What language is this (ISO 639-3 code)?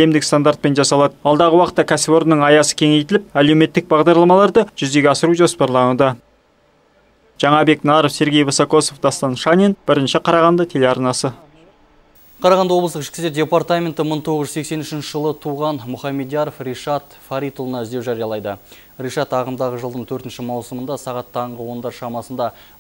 kaz